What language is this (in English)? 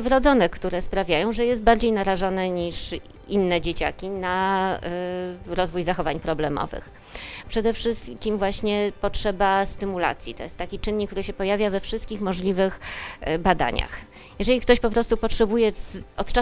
Polish